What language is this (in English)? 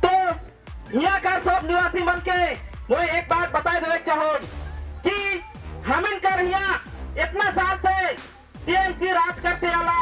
Sadri